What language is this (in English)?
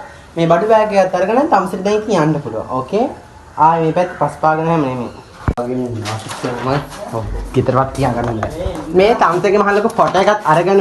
Sinhala